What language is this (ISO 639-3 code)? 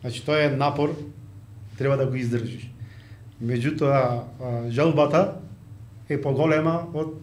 mkd